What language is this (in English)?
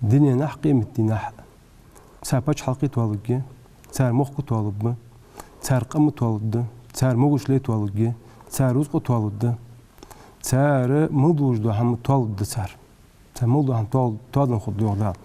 Ingush